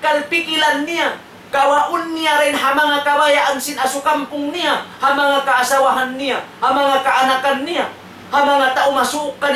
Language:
Tausug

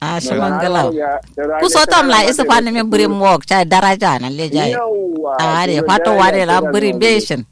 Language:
Kanuri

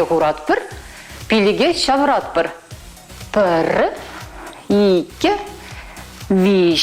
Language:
Chuvash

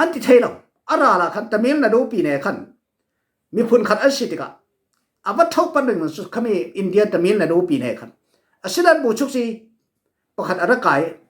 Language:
Falam Chin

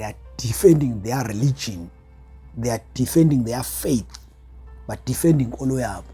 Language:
Zulu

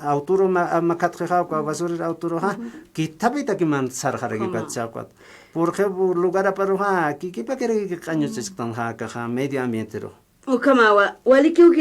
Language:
Aymara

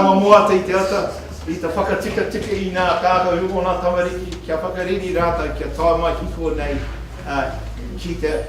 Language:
Māori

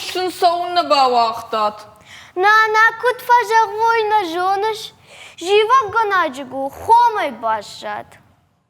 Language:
Ossetic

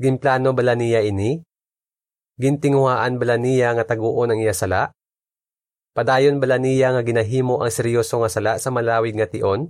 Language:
Hiligaynon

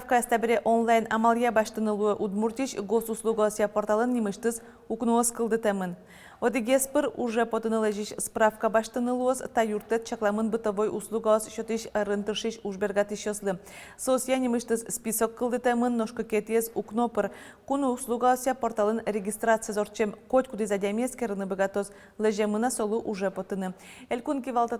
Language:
Udmurt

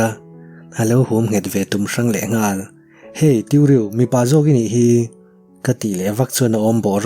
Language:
Mizo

